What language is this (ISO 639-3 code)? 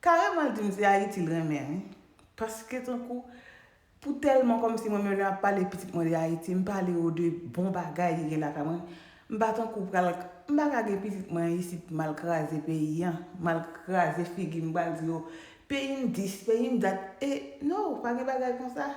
hat